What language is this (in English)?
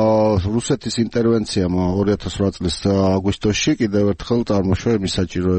Georgian